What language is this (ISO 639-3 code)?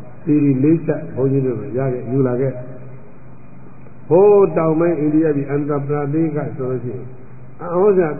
mya